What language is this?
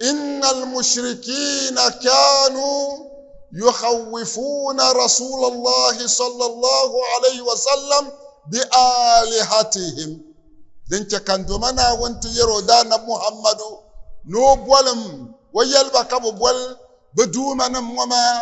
Dagbani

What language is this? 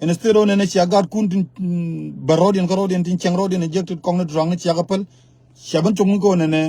Nuer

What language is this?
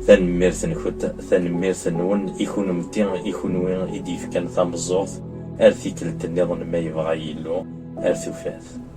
Kabyle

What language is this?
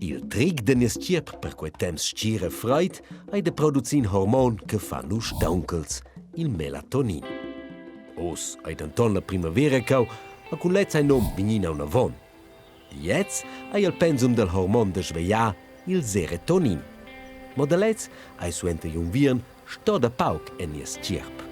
Romansh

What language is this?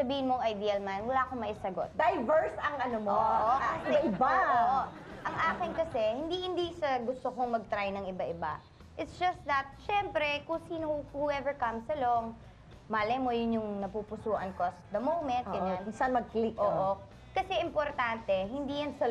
Filipino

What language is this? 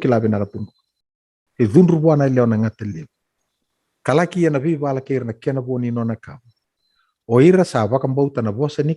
Fijian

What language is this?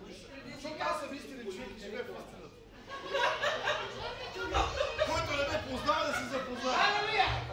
Bulgarian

